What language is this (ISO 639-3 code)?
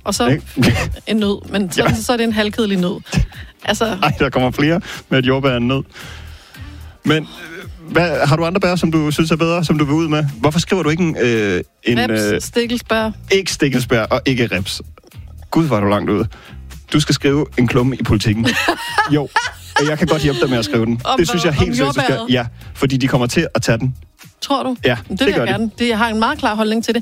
dan